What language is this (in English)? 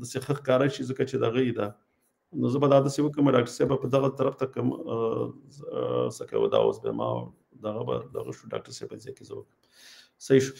Pashto